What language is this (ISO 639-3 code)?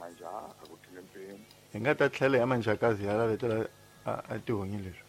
tso